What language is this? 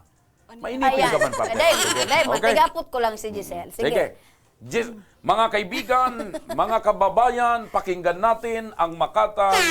Bikol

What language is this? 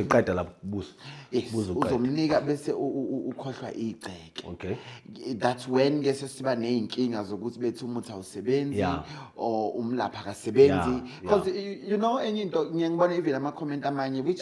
Zulu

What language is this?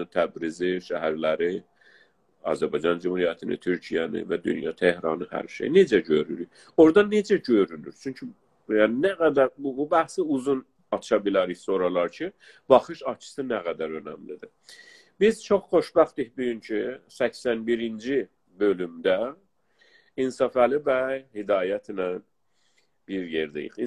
South Azerbaijani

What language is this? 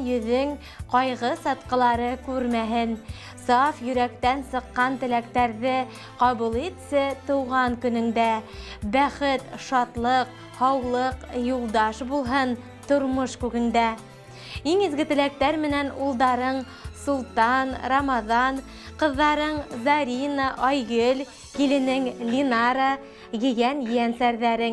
Bashkir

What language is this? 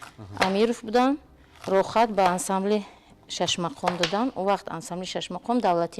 Tajik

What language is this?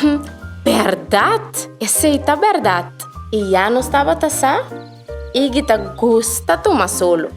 Papiamento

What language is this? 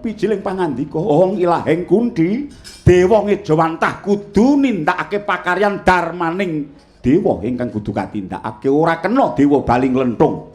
Javanese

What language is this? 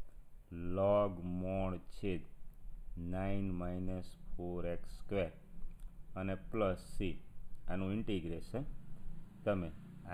Gujarati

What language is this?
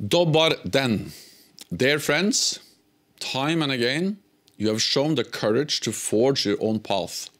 English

